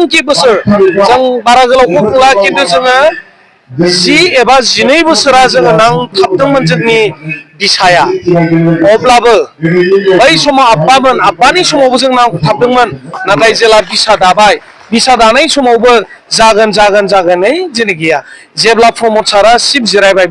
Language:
Bodo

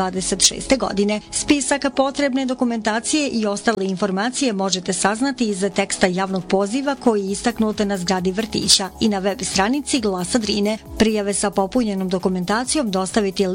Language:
Bosnian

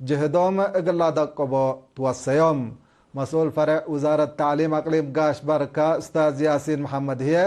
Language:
Tigre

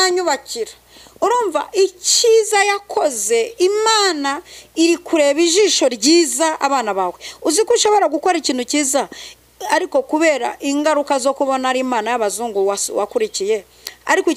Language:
Kinyarwanda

